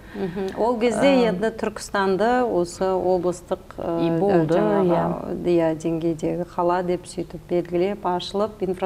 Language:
Kazakh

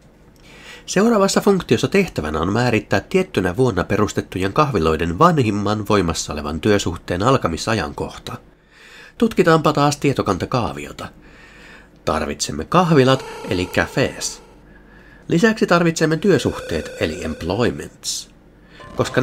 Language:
Finnish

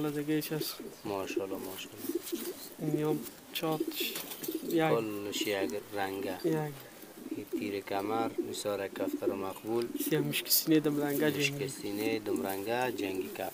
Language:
Persian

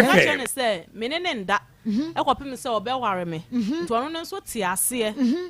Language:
Akan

